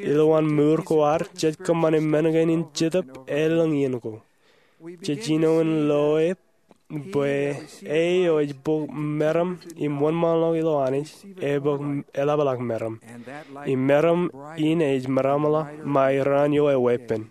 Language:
Marshallese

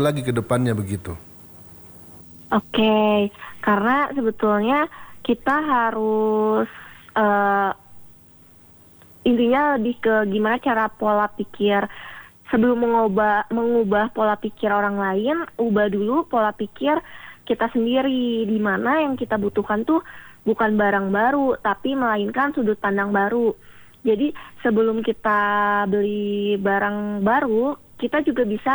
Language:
Indonesian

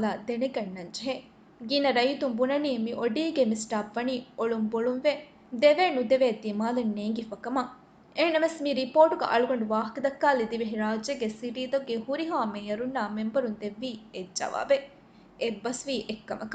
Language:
Divehi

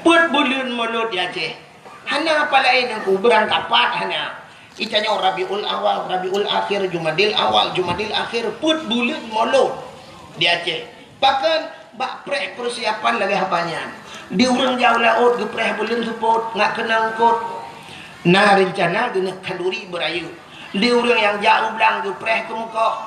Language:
Achinese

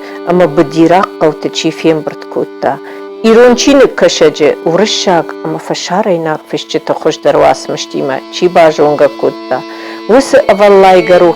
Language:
Ossetic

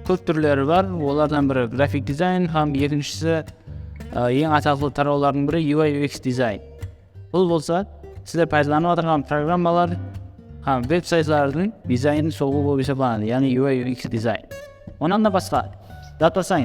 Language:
Kara-Kalpak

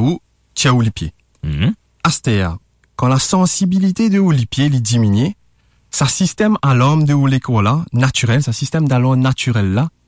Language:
Morisyen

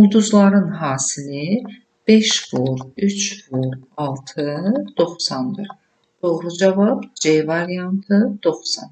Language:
Azerbaijani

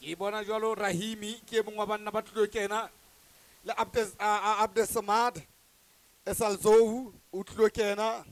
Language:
Southern Sotho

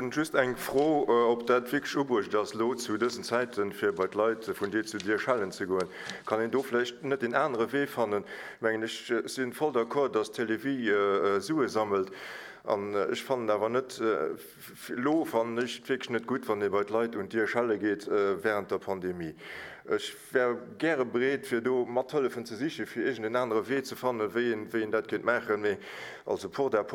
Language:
Luxembourgish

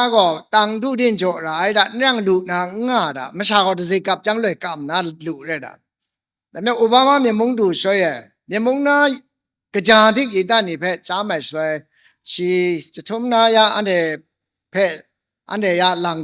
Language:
Kachin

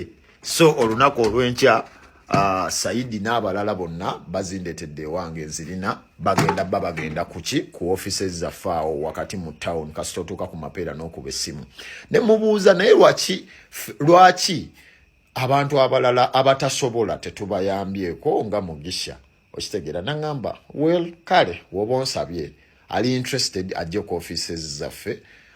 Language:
Ganda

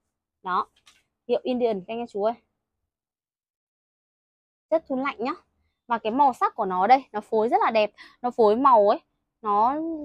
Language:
Vietnamese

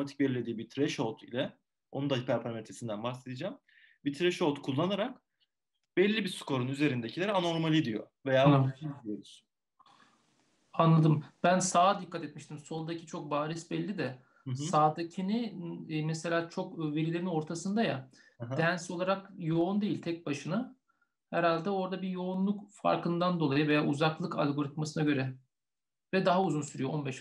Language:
Turkish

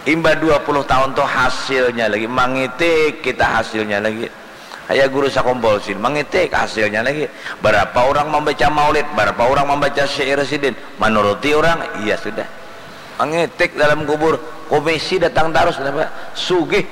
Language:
Banjar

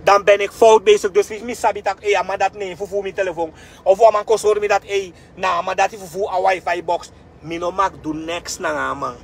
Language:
Sranan Tongo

